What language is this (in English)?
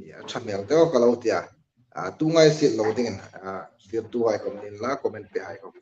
Hmar